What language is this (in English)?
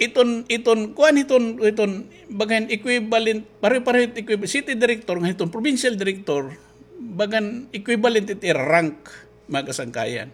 Waray